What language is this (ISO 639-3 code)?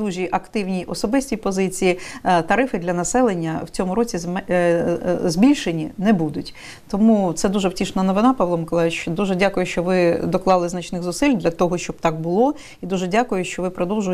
ukr